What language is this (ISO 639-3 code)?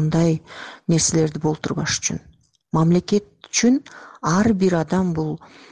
kir